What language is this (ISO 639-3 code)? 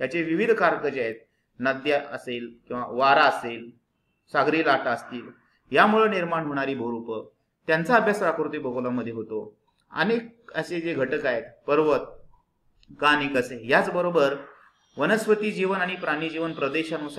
mar